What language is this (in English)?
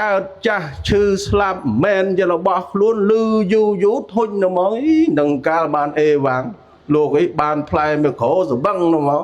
Khmer